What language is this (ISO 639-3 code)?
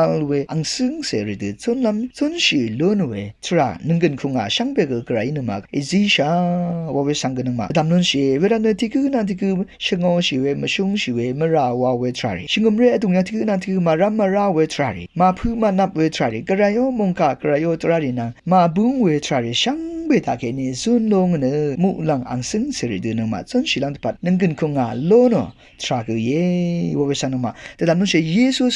raw